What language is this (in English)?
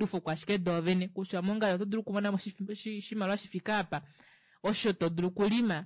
Kuanyama